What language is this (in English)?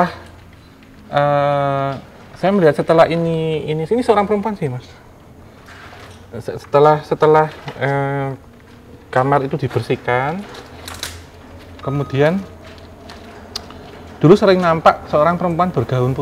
Indonesian